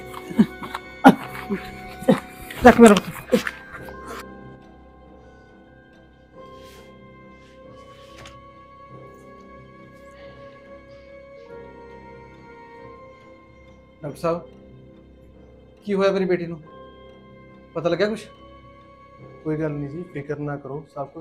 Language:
Punjabi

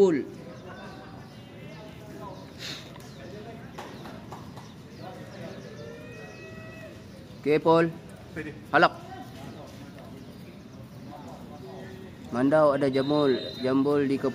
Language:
Malay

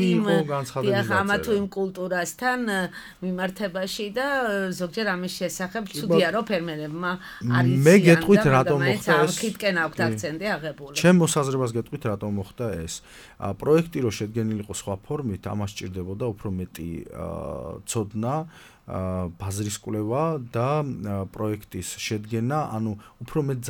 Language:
Georgian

